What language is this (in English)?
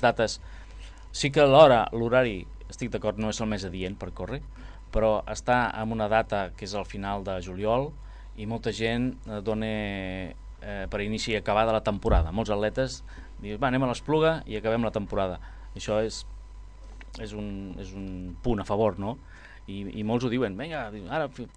Catalan